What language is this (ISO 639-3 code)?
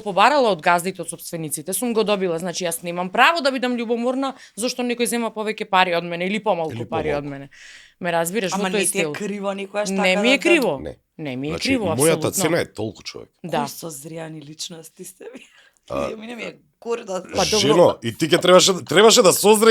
mkd